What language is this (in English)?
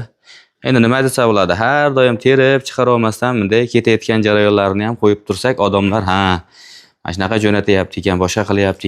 Uzbek